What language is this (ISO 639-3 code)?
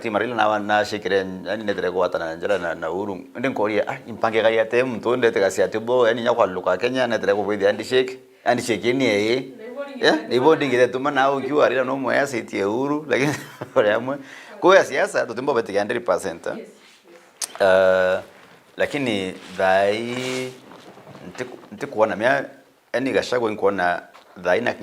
mer